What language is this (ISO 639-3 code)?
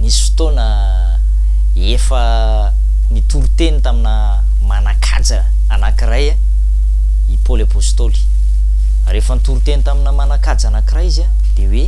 mlg